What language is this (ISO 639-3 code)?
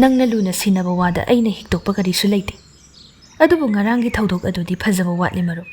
mni